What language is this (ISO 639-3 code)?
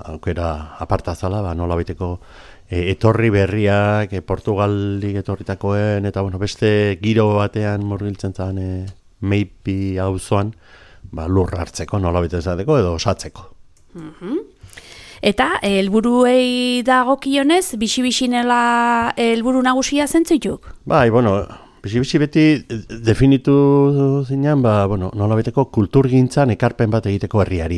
eus